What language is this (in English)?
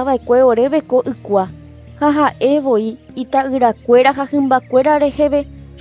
Guarani